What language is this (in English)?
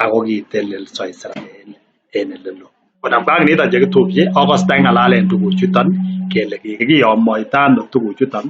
Kalenjin